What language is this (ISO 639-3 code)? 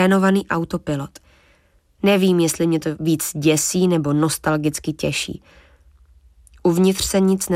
ces